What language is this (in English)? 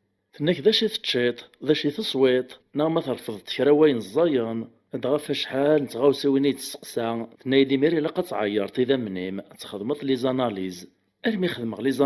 Kabyle